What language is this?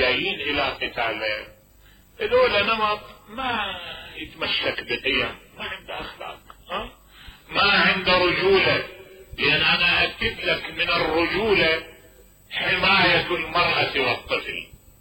Mesopotamian Arabic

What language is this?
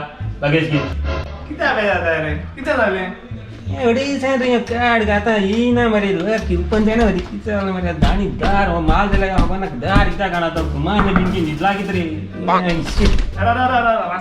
Konkani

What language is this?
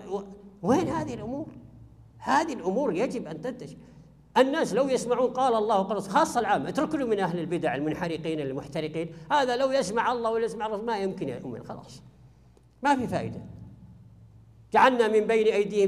Arabic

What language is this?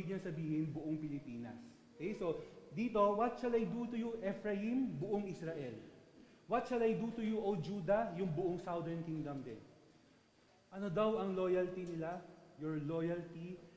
Filipino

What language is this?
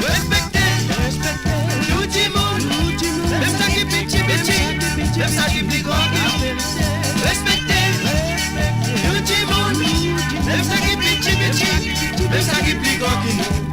Morisyen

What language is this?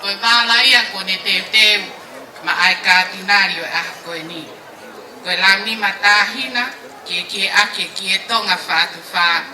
Tongan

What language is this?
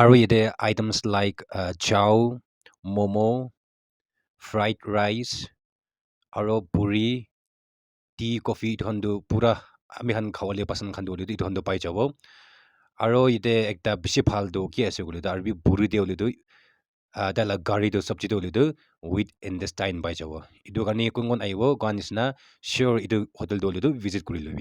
Naga Pidgin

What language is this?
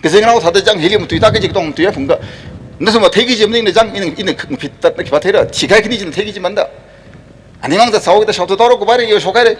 Tangkhul Naga (India)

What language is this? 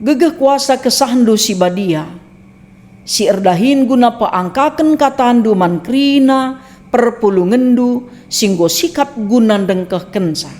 Batak Karo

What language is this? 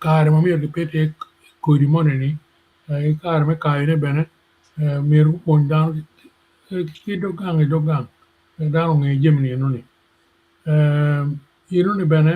Acoli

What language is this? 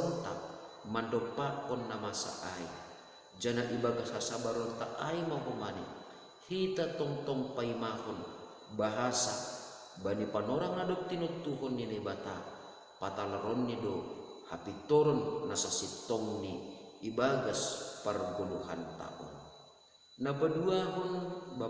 Batak Simalungun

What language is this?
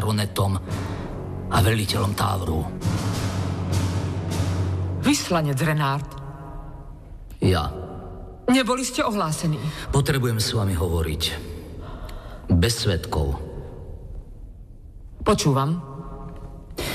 Slovak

